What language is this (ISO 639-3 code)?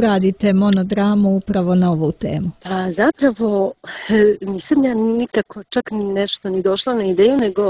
srp